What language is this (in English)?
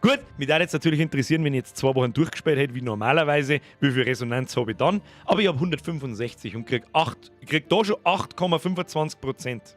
Bavarian